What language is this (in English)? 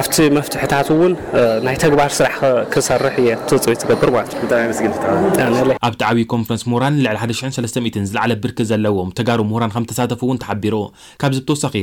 Tigrinya